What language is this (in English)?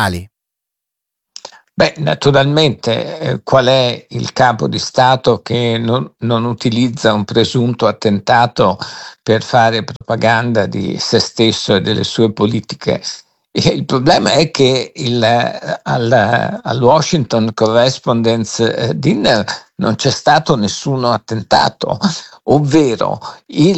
Italian